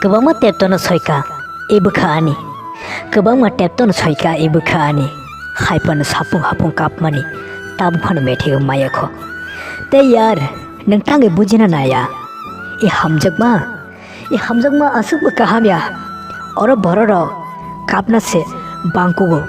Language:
Kok Borok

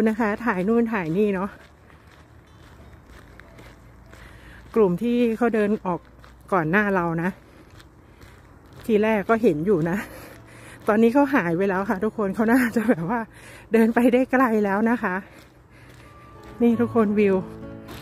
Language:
Thai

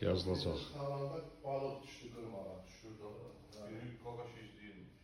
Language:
Azerbaijani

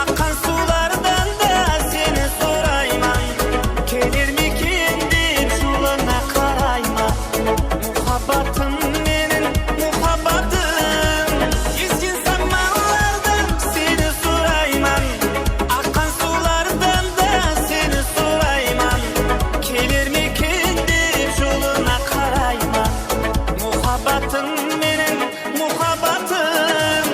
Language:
Kara-Kalpak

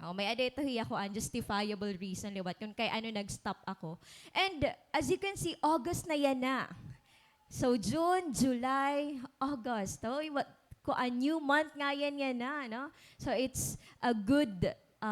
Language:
Waray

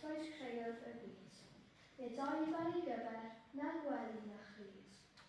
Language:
Welsh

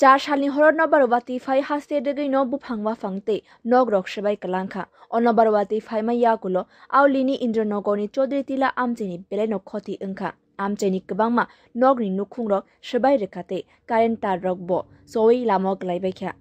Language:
Kok Borok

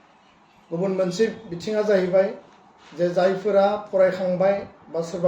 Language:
Bodo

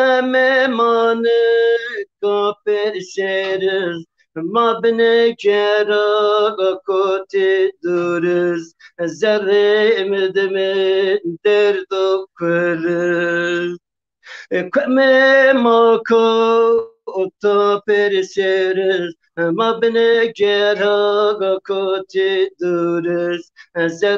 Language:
Zaza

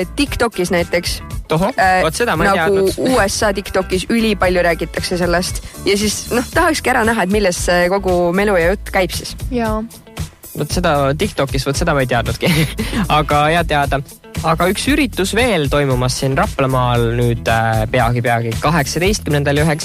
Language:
Estonian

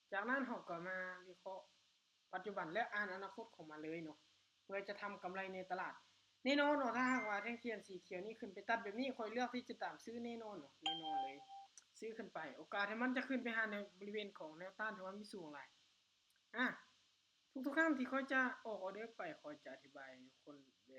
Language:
Lao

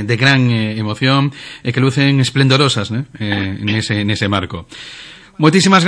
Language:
Galician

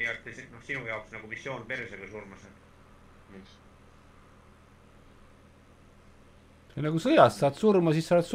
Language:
Estonian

